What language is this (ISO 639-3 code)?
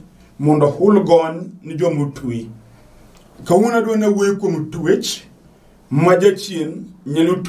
luo